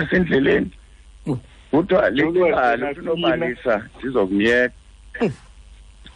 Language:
Xhosa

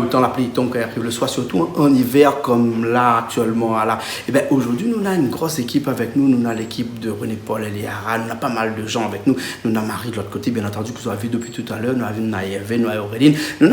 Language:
Réunion Creole French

